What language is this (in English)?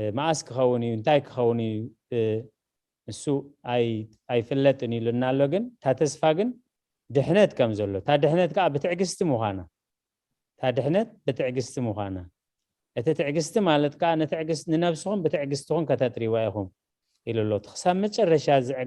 Tigrinya